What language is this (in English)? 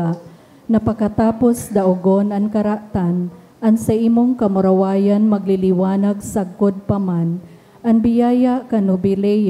Bikol